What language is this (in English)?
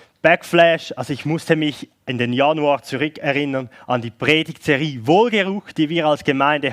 Swiss German